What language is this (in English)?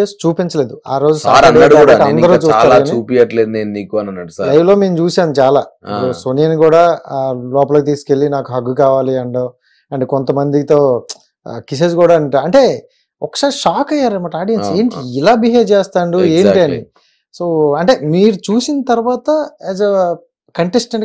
Telugu